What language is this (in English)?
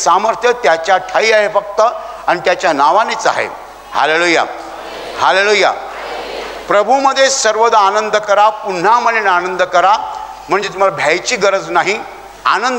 Marathi